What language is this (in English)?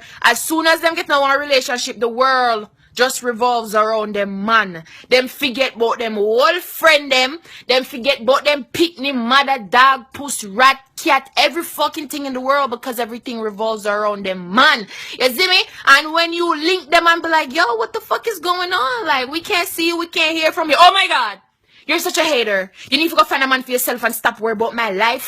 Jamaican Creole English